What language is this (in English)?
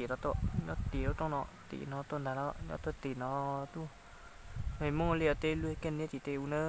Hmong